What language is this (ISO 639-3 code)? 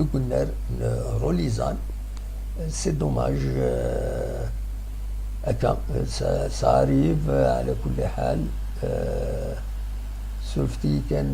kab